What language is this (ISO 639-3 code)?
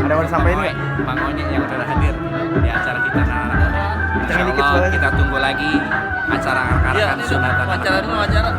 bew